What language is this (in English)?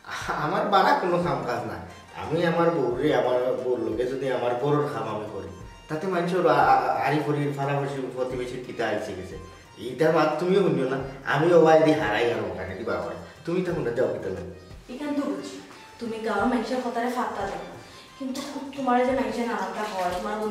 Sylheti